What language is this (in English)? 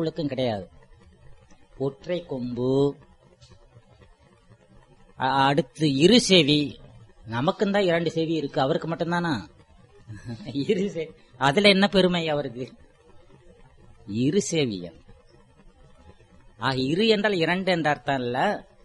Tamil